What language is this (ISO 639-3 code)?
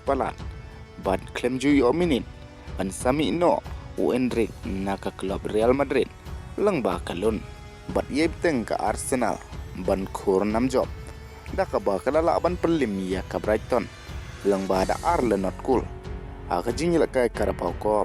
kha